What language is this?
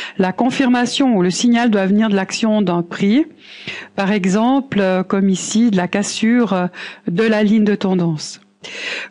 French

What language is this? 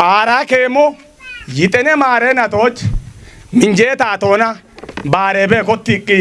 Kafa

